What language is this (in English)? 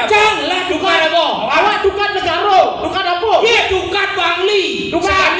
Balinese